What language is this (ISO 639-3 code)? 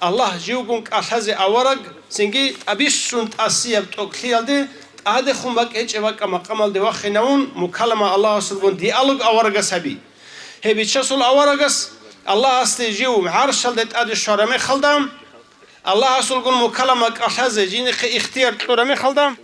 ava